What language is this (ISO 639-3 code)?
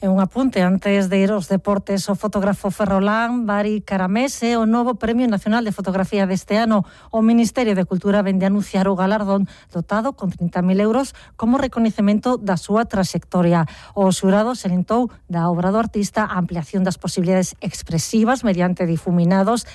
glg